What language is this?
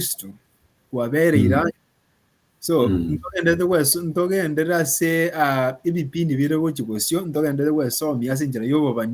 Gusii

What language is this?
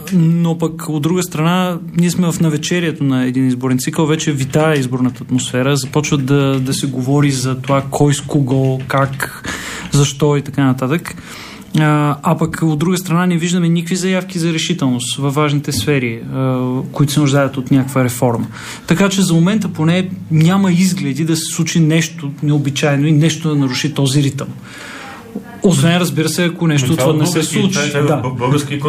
Bulgarian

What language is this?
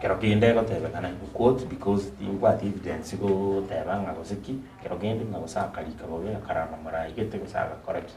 Gusii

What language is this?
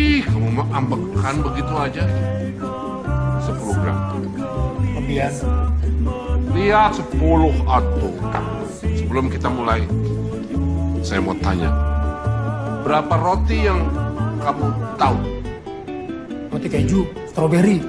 Indonesian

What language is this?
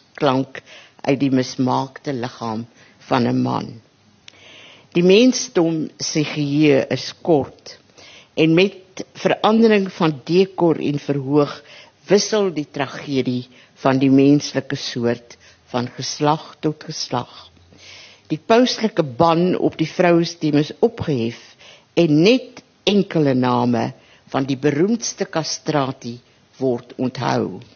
Afrikaans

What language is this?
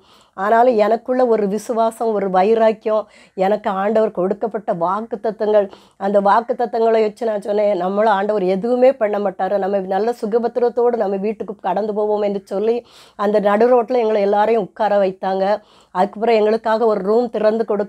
Tamil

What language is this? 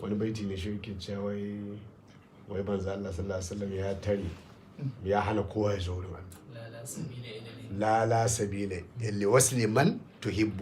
Hausa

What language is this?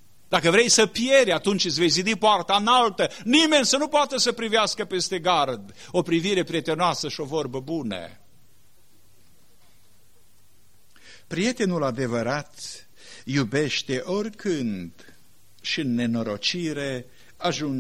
Romanian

